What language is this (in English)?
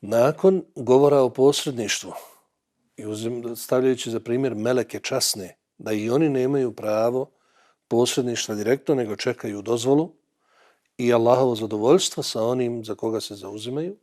Bosnian